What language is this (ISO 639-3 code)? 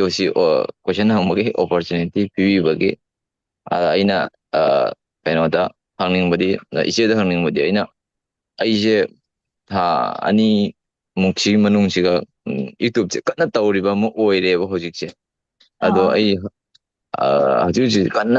mni